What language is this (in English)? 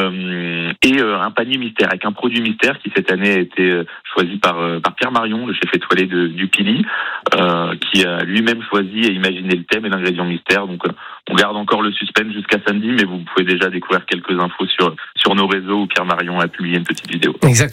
French